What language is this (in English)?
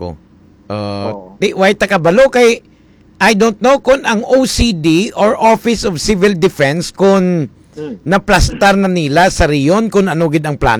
Hiligaynon